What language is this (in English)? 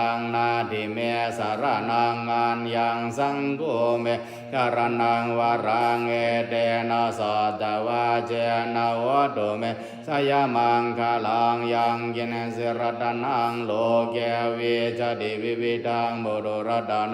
Pali